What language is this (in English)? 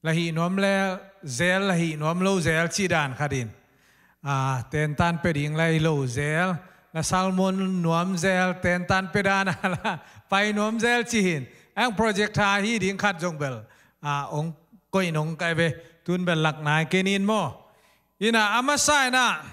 Tedim Chin